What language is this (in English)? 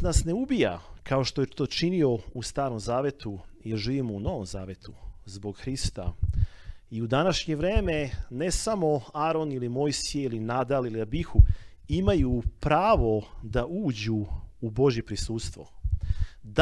Serbian